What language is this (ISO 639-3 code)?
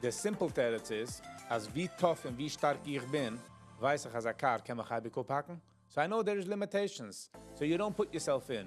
yid